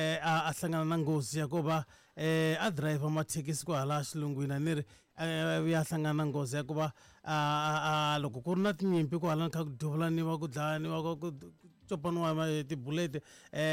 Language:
Tsonga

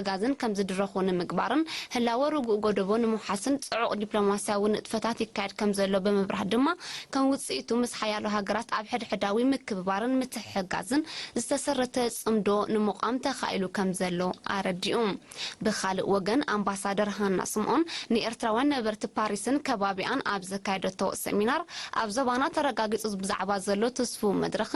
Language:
Tigrinya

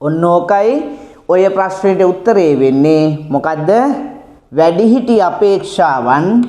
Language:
Sinhala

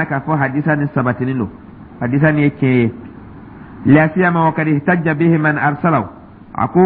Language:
Dyula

